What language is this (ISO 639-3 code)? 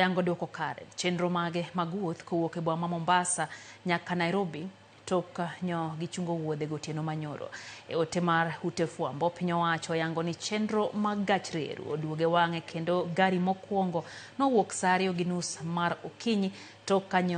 luo